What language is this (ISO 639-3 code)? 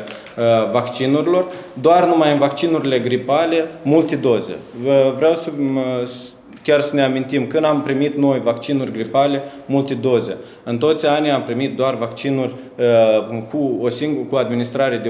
ron